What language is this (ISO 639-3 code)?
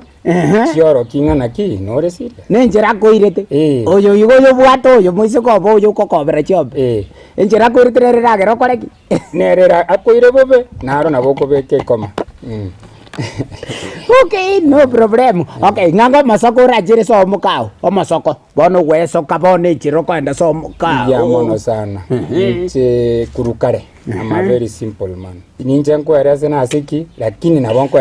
guz